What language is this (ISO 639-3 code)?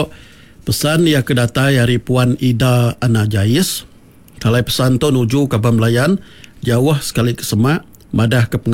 iba